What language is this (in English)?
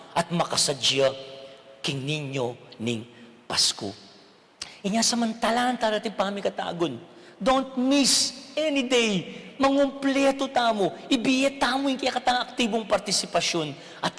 Pampanga